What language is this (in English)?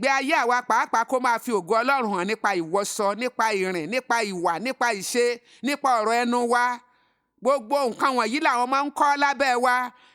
Yoruba